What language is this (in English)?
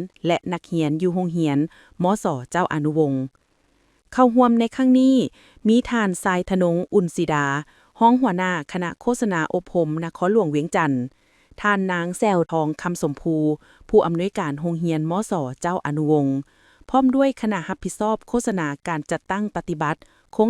Lao